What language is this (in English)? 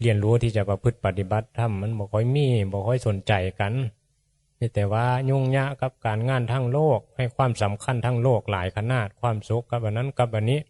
Northeastern Thai